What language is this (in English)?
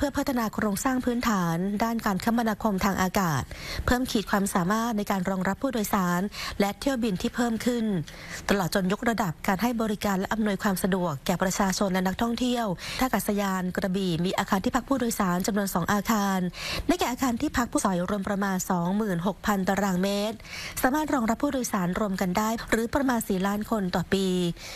Thai